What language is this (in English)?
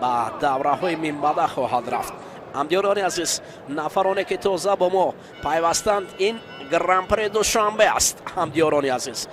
Tajik